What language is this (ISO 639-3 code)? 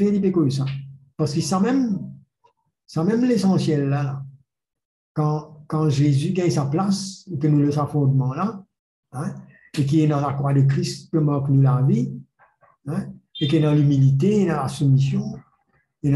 mfe